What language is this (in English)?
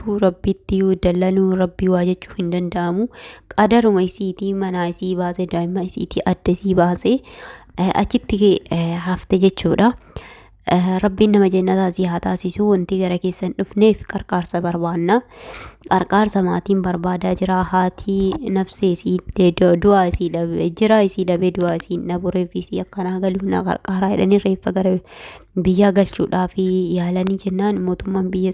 Oromo